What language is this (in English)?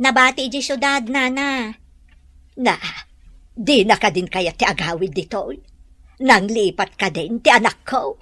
Iloko